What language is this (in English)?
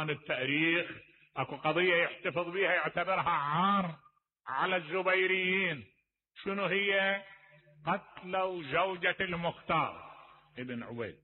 Mesopotamian Arabic